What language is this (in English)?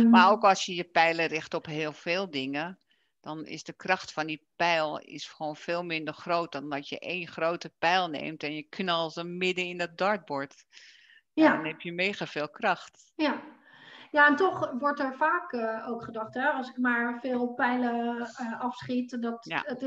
Dutch